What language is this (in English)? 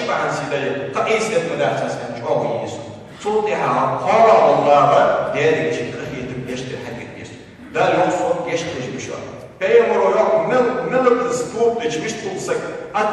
Ingush